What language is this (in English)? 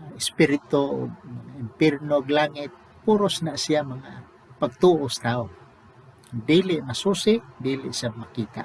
Cebuano